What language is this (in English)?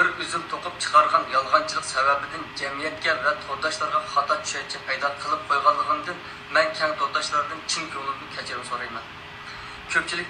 Uyghur